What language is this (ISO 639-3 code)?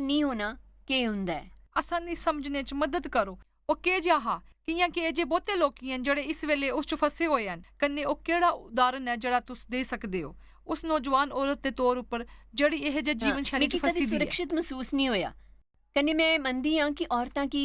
doi